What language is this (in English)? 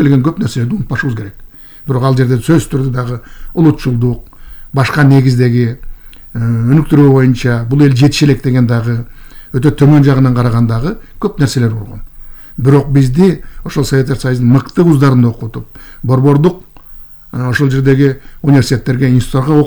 Kyrgyz